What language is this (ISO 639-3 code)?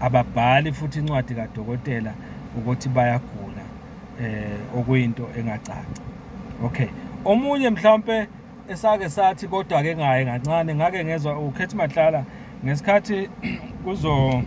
zul